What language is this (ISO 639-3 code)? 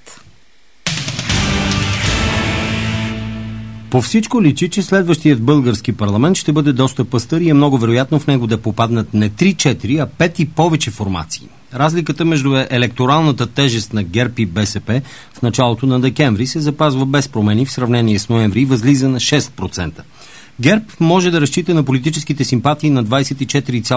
bul